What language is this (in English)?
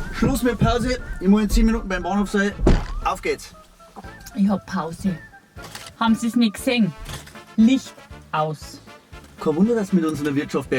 Bavarian